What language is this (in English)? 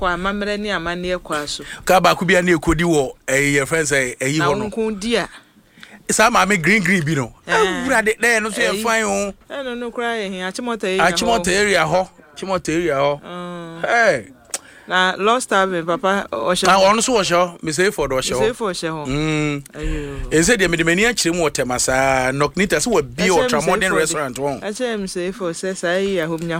Akan